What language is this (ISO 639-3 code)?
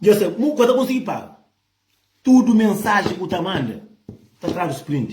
kea